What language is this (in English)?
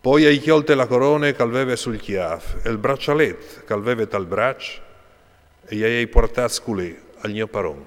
Friulian